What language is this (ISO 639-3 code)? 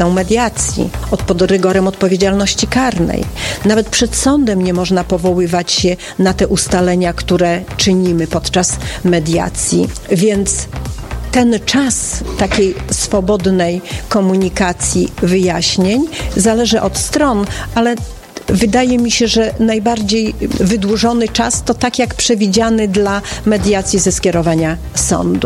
pol